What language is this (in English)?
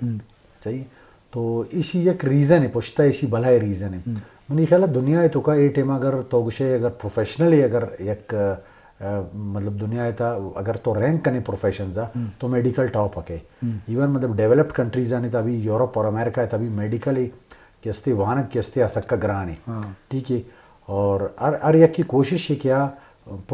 Baluchi